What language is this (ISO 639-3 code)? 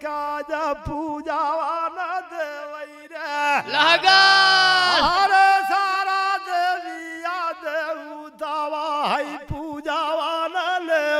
bho